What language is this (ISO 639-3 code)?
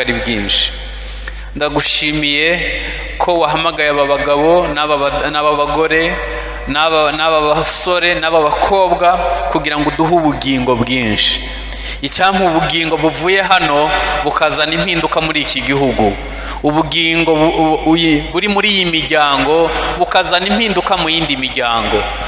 kin